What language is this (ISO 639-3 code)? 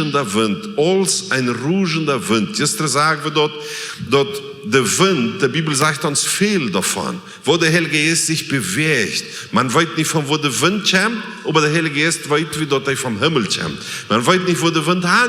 pdt